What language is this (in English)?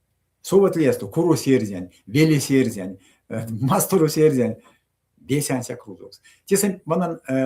Erzya